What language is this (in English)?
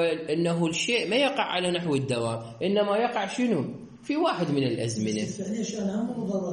Mesopotamian Arabic